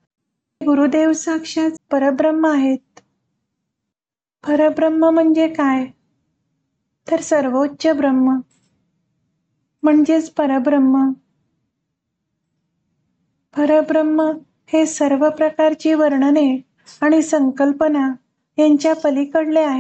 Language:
Marathi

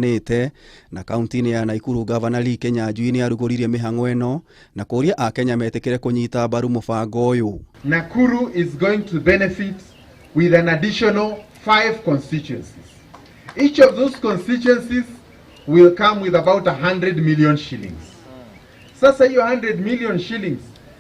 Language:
Kikuyu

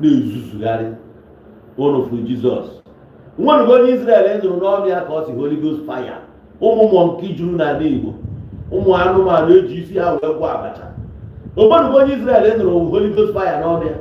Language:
Igbo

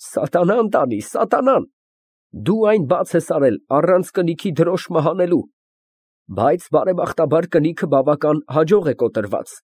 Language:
Armenian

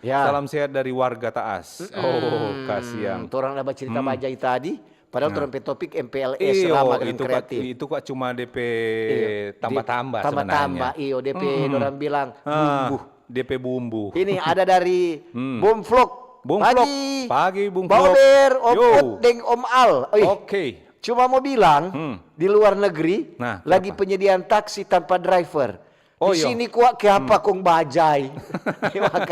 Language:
Manado Malay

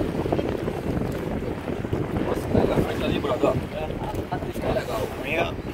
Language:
Portuguese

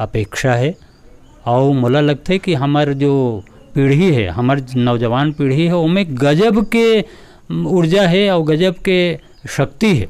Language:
Chhattisgarhi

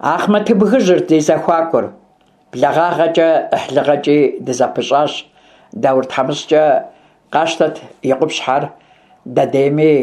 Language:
Kabardian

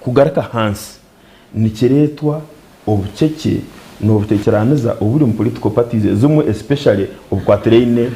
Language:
Nyankole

